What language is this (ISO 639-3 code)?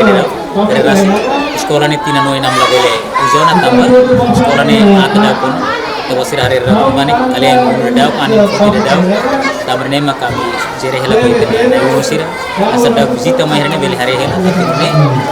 tet